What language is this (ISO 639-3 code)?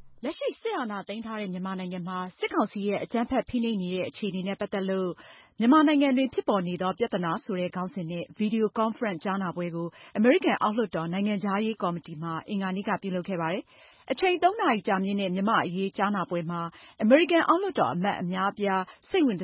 mya